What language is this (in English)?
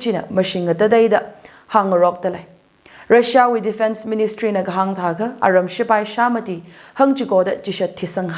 Tangkhul Naga (India)